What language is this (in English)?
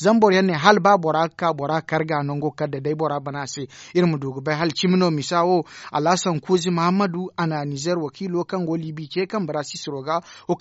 Zarma